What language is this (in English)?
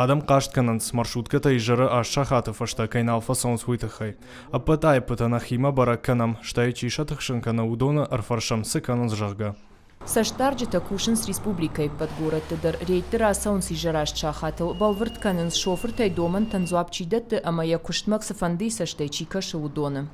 Ossetic